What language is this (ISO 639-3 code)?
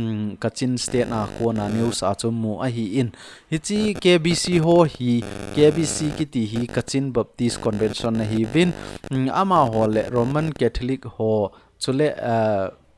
tcz